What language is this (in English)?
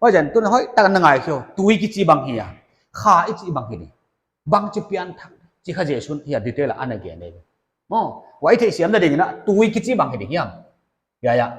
Paite Chin